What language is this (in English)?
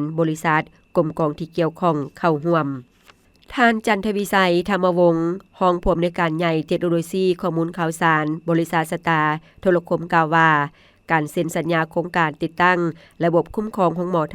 Lao